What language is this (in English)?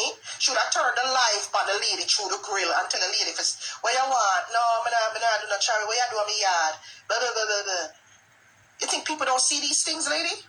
Jamaican Creole English